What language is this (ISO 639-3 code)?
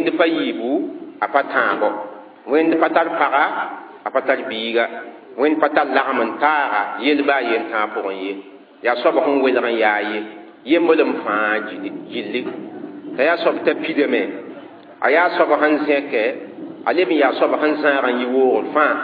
mos